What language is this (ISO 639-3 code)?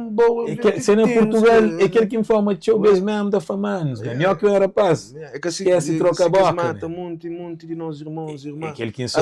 kea